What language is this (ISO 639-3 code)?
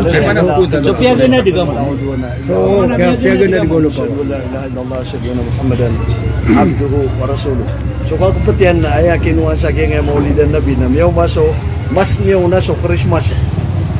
mrw